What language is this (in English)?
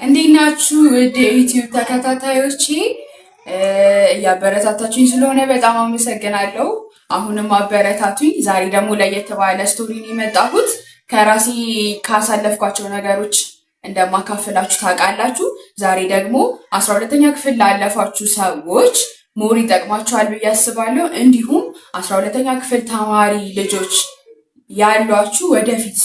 Amharic